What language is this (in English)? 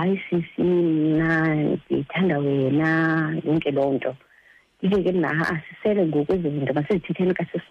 Xhosa